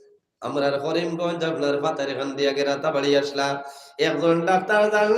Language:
Sylheti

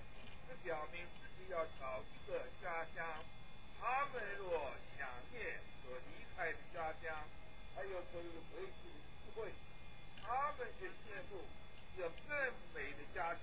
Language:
Chinese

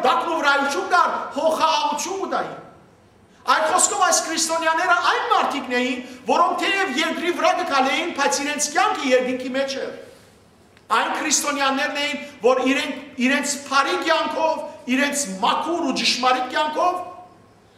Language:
Western Armenian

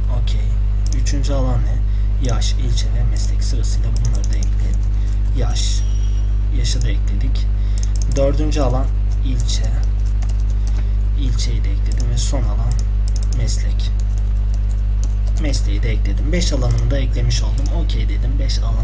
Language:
Turkish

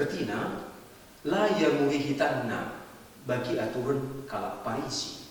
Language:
Batak Karo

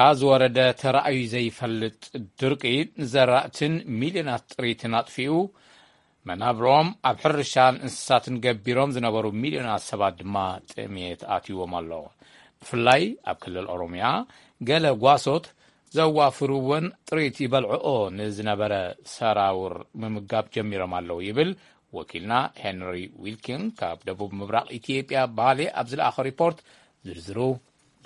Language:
Tigrinya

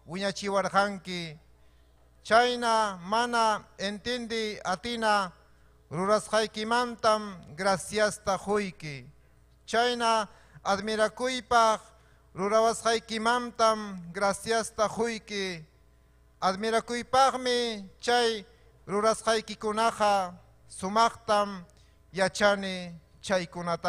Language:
Ayacucho Quechua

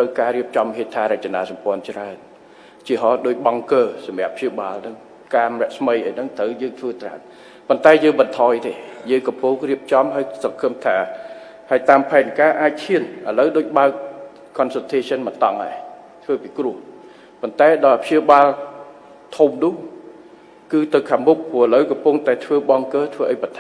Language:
Khmer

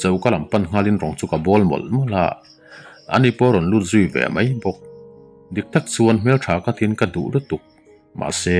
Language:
Mizo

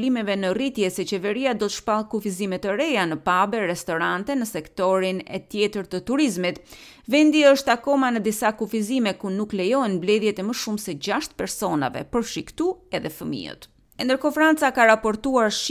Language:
Albanian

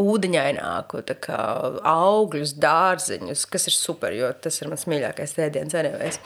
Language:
Latvian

